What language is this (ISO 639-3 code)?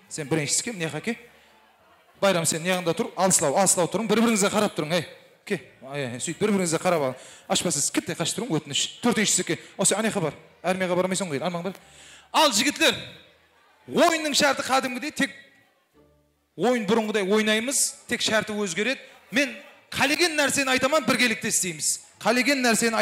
kaa